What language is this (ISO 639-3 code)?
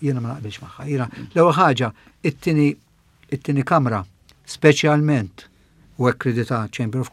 mlt